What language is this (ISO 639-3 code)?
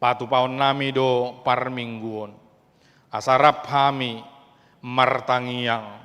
bbc